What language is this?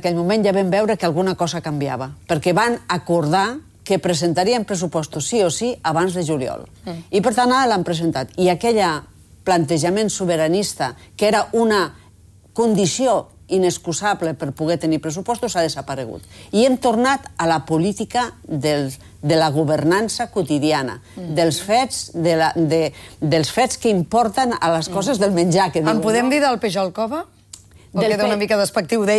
Catalan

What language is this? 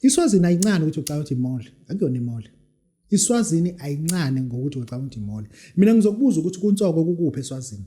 Zulu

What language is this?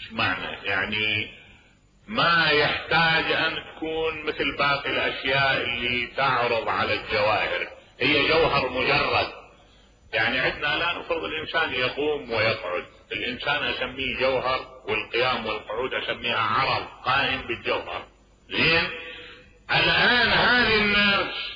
Mesopotamian Arabic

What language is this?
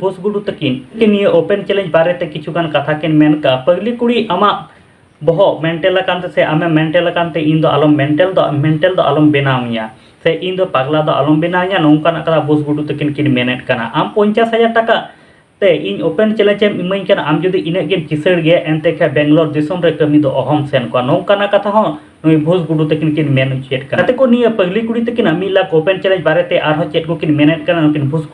Santali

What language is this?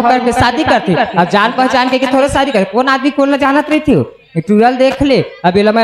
Chhattisgarhi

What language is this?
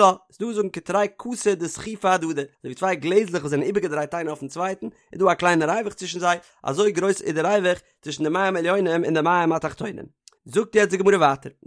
Yiddish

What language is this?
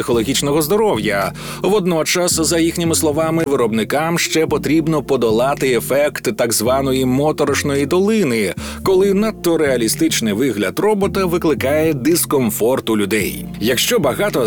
Ukrainian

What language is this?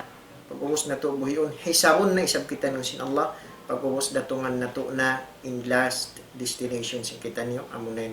Tausug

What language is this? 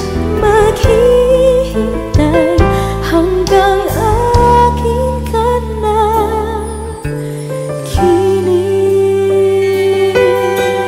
Filipino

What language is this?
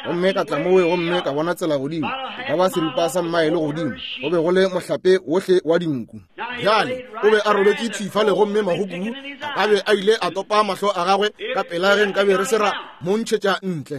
Northern Sotho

